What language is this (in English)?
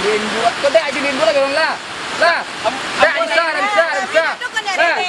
Minangkabau